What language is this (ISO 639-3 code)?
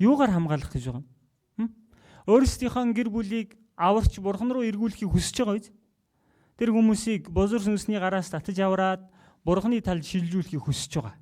mon